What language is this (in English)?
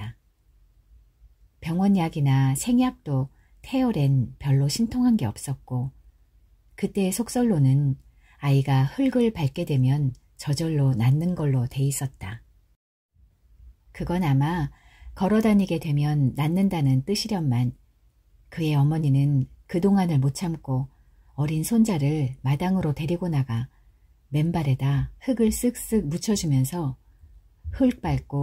Korean